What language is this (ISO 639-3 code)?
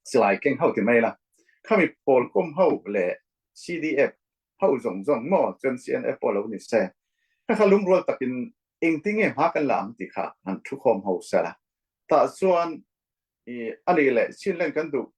cfm